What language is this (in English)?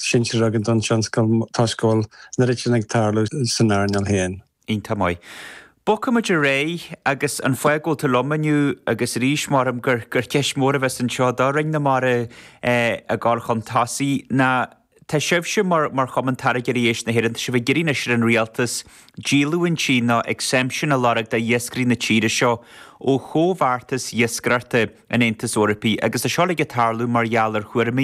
Irish